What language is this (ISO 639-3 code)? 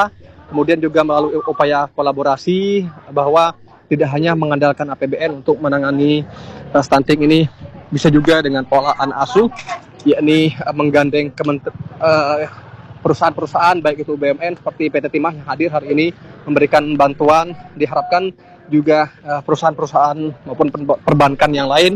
ind